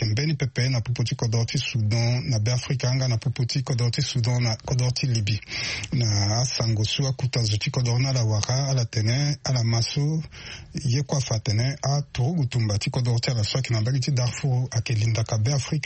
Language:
Sango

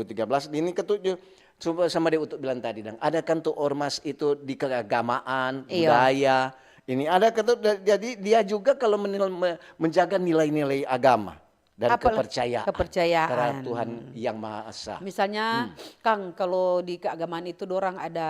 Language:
Manado Malay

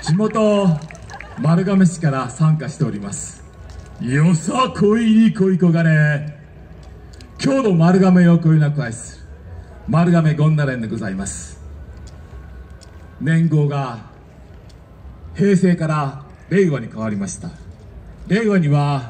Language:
Japanese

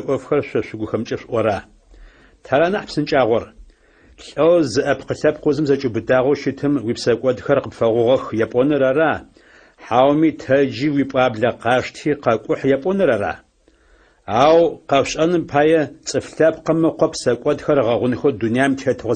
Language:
Adyghe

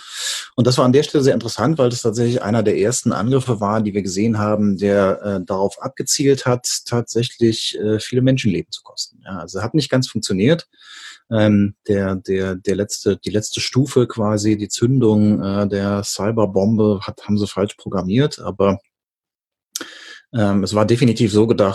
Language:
German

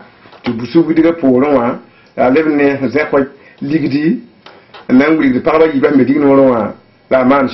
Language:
Mossi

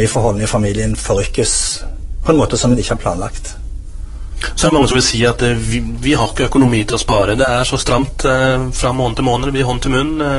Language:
Norwegian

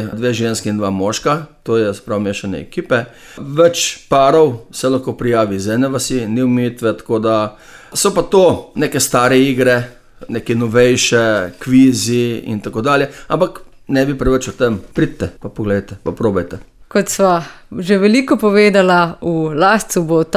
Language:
Slovenian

